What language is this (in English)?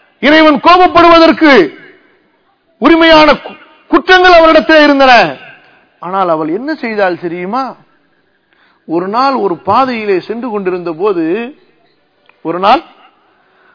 Tamil